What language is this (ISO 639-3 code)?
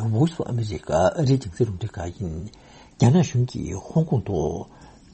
bod